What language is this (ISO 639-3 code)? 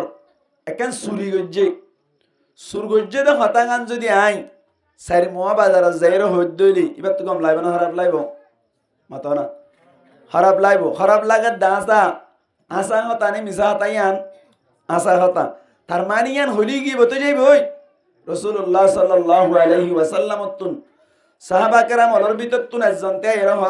rhg